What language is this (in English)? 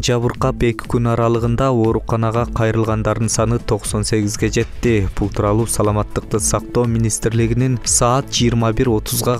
Kyrgyz